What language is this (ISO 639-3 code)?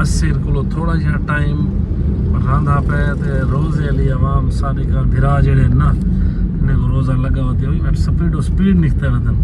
skr